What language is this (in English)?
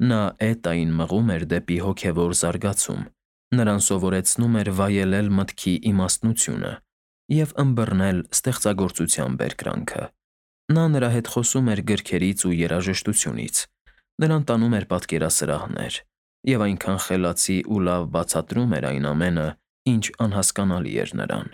Armenian